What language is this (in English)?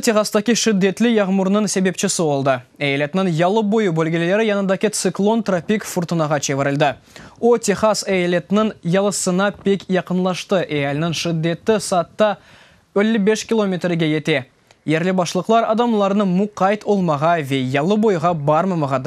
Crimean Tatar